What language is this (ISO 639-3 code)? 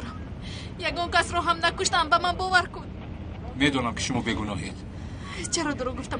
tgk